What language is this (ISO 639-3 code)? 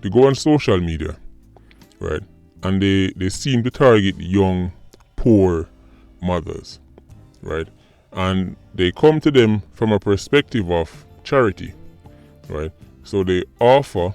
jam